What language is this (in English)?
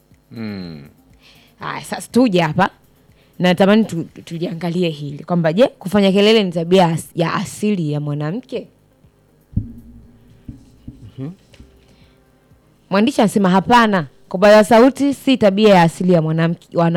Swahili